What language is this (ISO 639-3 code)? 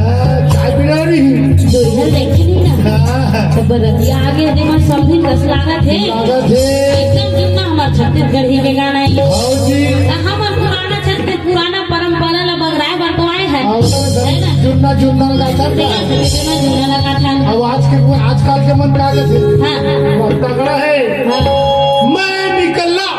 hne